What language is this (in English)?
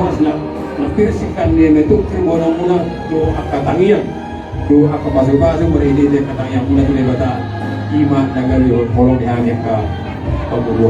Batak Toba